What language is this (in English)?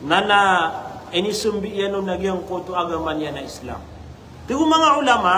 Maranao